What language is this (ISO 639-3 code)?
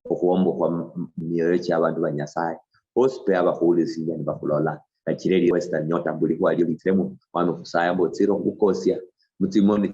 luy